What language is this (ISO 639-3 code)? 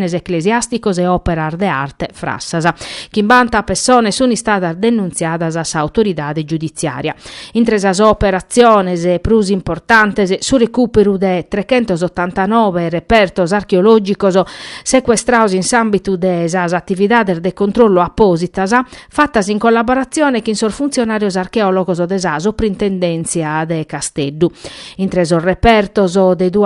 srd